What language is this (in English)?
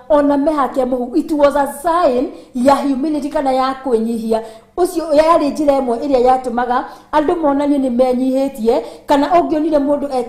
Kikuyu